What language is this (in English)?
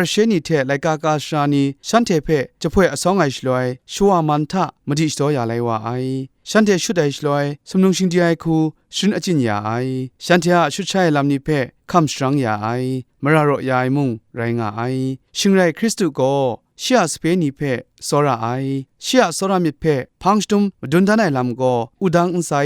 Kachin